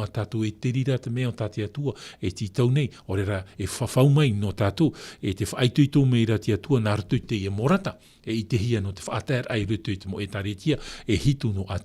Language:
Tahitian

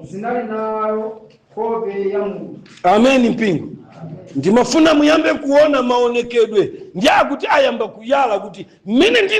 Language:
Nyanja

